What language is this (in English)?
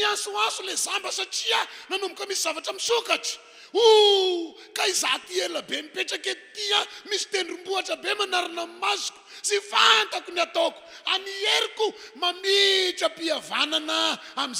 Malagasy